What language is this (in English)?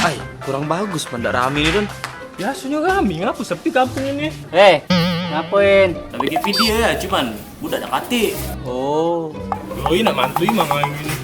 Musi